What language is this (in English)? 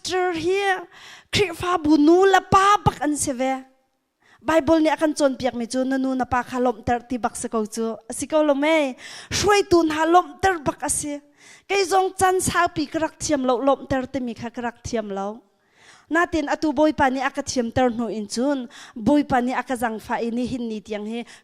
Hakha Chin